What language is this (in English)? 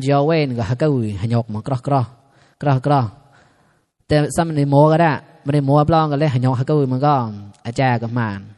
Mon